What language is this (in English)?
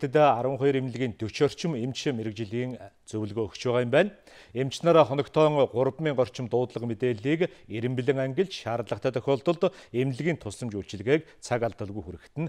Mongolian